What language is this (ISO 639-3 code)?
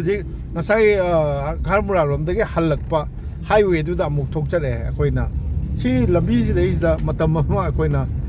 mni